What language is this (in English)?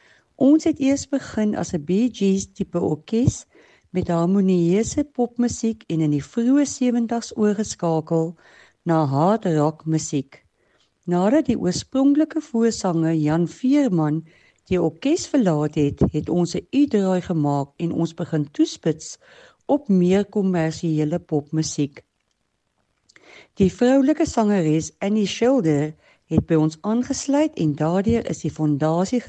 Afrikaans